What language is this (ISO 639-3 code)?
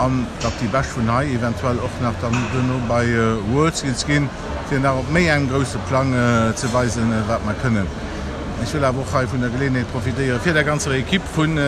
ltz